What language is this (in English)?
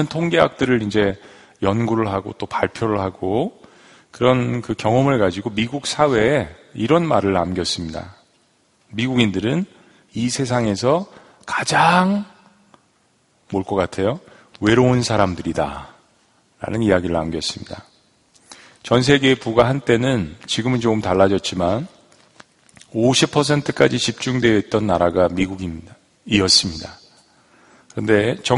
Korean